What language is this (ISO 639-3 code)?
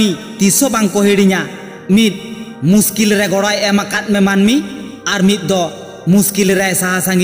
sat